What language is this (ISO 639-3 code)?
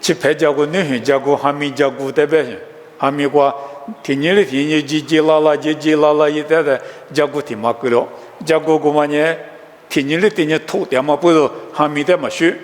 lis